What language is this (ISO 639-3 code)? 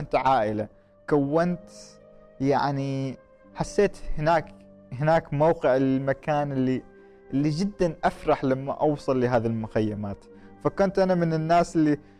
afb